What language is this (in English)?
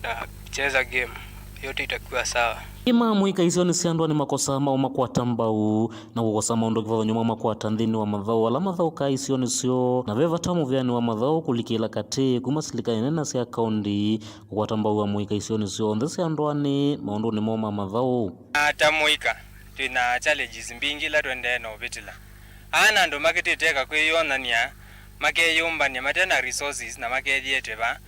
Kamba